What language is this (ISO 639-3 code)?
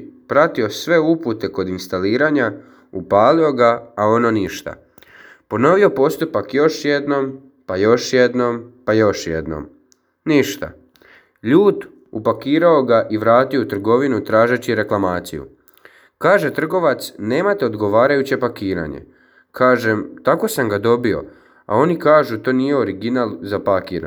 hrv